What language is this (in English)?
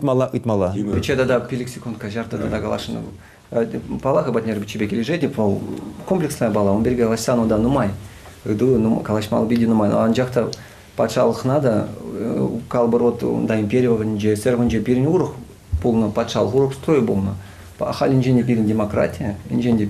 Chuvash